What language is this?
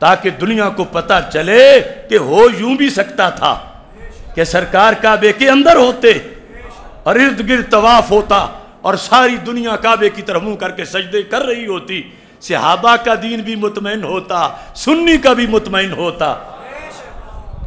Urdu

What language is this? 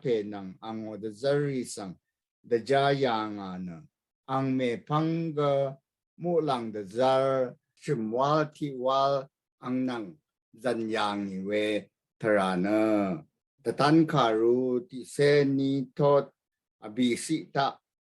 Rawang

